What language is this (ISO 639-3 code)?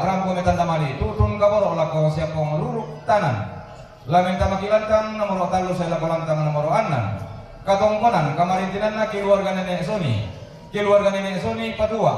sda